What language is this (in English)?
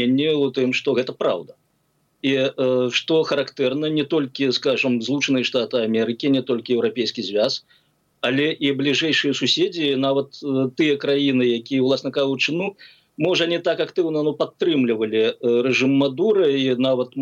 Belarusian